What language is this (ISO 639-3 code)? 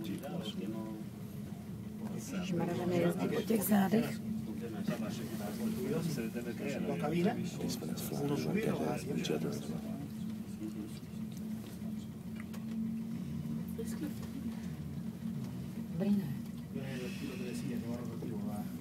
ces